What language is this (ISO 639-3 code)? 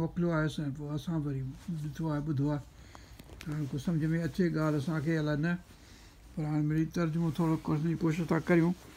snd